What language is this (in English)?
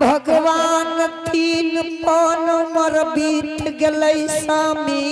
Angika